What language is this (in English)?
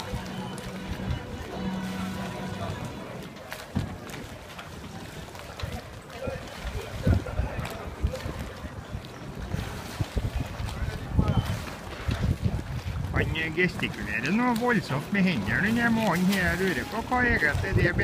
Norwegian